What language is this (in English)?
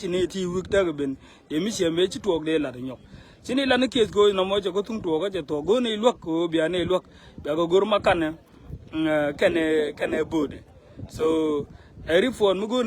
Nuer